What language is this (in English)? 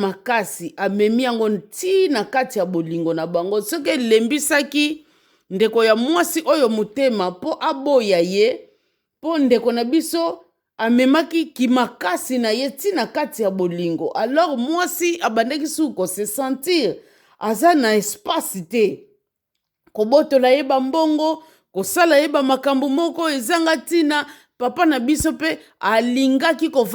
Lingala